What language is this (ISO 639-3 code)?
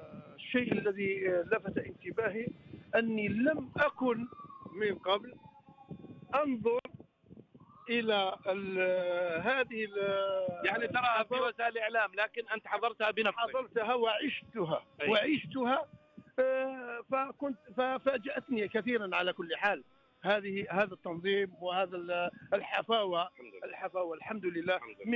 ara